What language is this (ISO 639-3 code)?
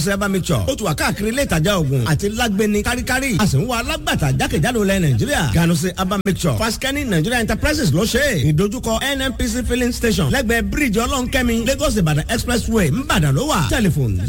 yor